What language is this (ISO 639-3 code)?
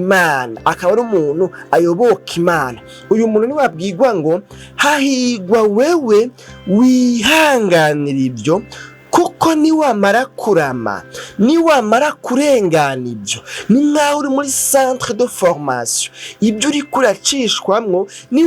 run